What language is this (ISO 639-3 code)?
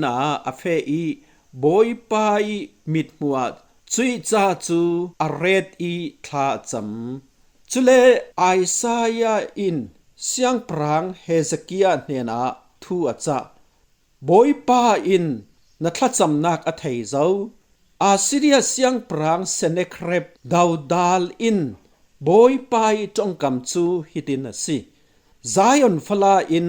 cfm